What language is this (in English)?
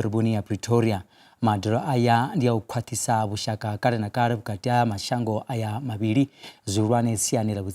Venda